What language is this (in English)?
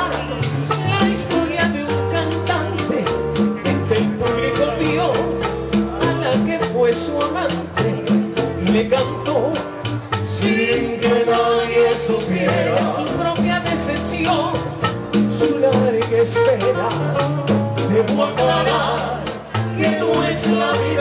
Spanish